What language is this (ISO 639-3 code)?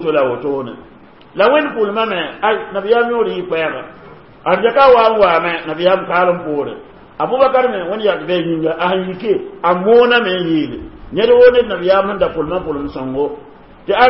mos